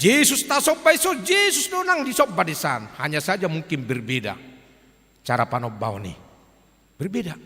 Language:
Batak Toba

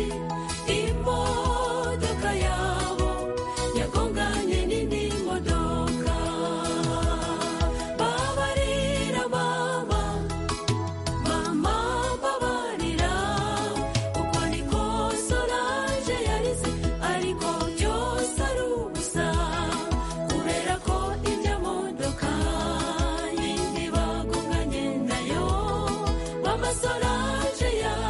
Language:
Kinyarwanda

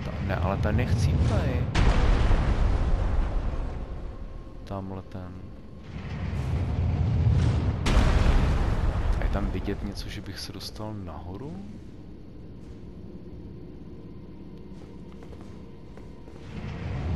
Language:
Czech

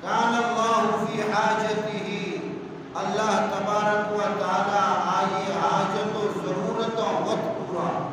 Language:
Baluchi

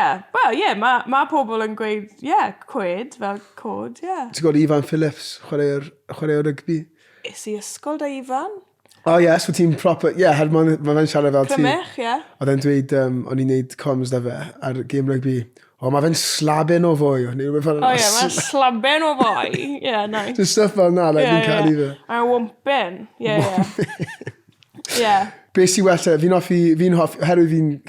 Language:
Welsh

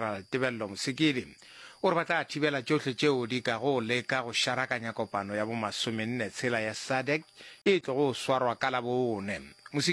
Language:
Northern Sotho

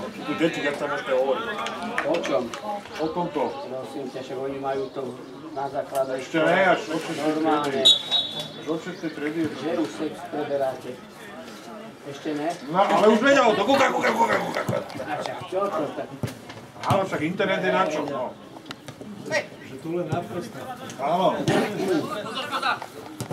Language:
Slovak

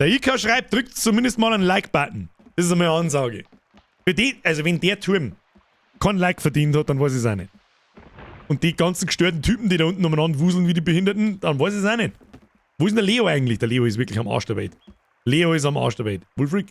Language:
Bavarian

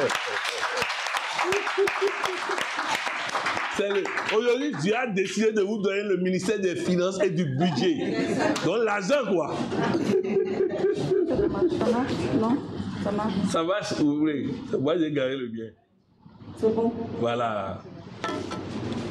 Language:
French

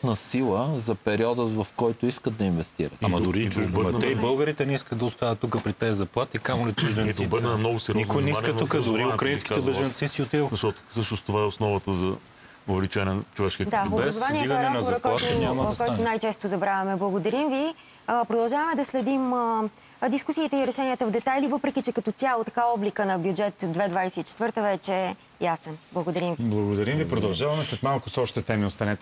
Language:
Bulgarian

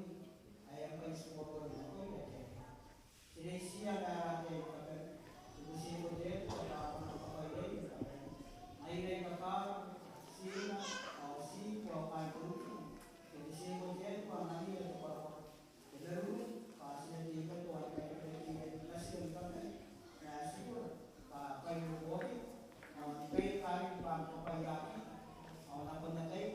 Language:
Gilbertese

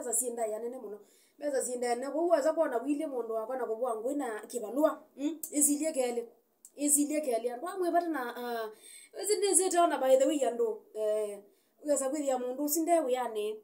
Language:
Kamba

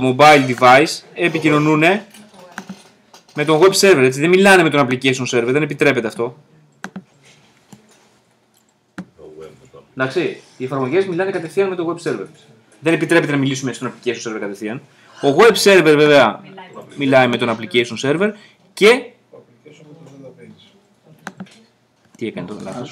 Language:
Greek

